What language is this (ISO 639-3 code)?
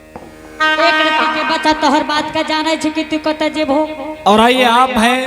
anp